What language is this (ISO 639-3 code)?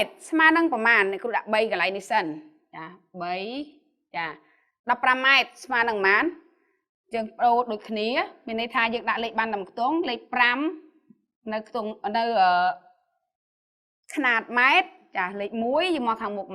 khm